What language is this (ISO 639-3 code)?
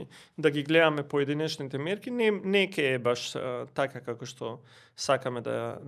mkd